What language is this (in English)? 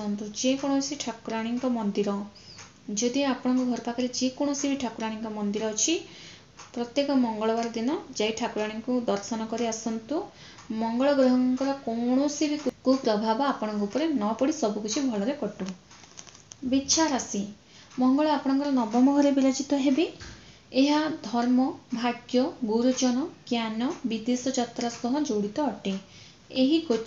Odia